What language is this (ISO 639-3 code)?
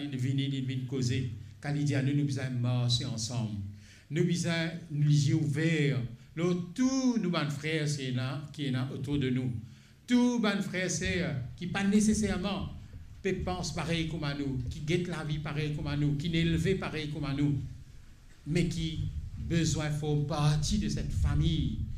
mfe